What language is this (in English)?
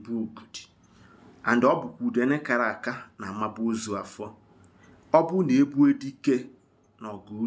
Igbo